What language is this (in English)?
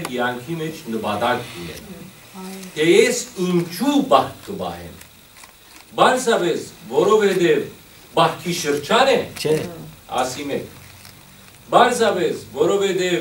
Western Armenian